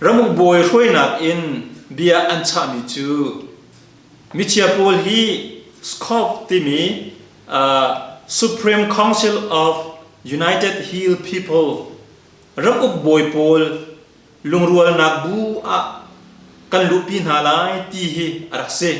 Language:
Hakha Chin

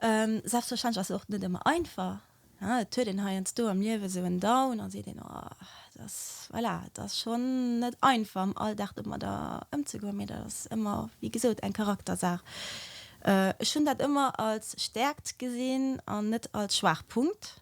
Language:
Luxembourgish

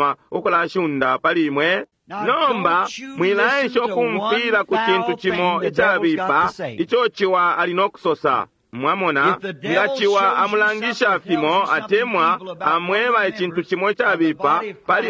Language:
Bemba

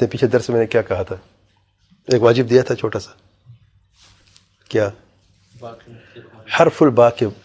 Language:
Urdu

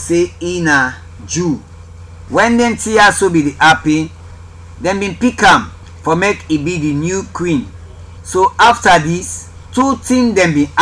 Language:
Krio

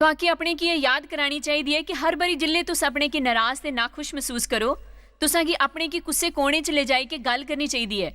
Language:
Dogri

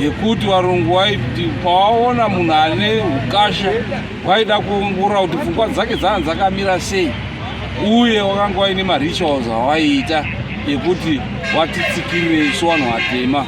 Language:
Shona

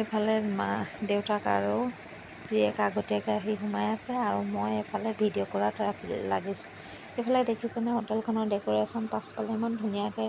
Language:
Assamese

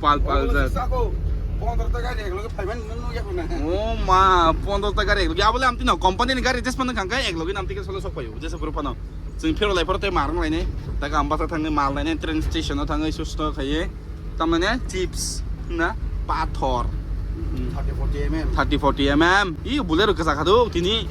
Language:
Kok Borok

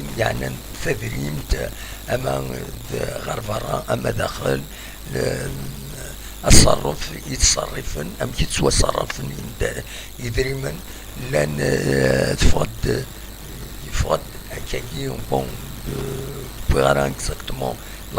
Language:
Kabyle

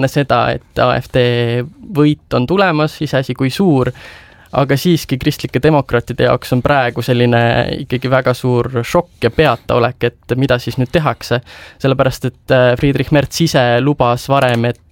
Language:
Estonian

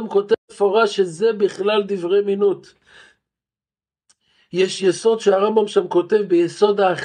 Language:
Hebrew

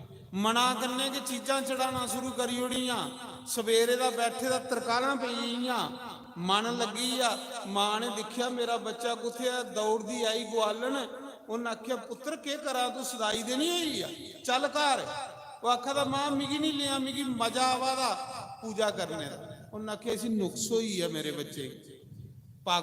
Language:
Dogri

